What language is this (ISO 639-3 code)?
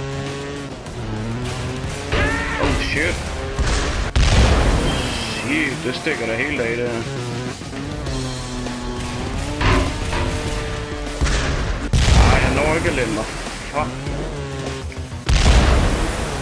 dan